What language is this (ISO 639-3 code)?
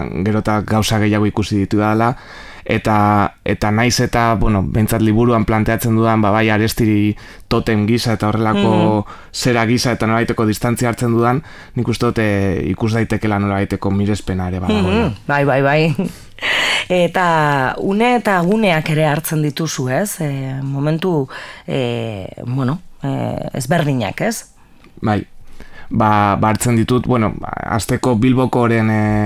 eus